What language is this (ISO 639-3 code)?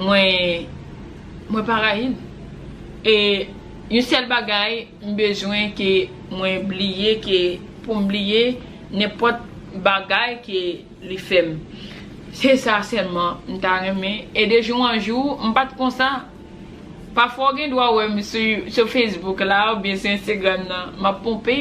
hat